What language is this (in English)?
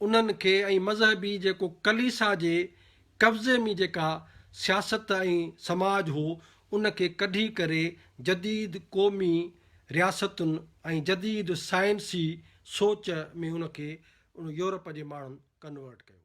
Sindhi